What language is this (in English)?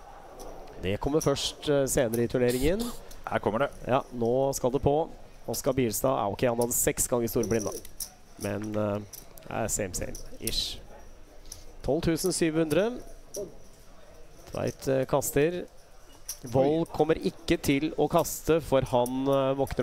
Norwegian